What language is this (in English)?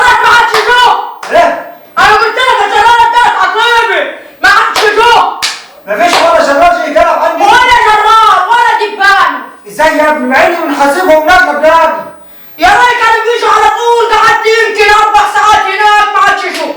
Egyptian Arabic